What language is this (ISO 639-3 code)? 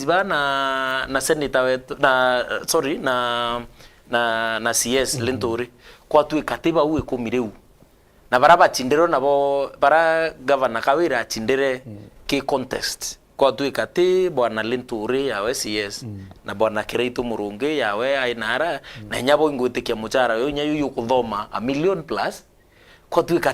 mer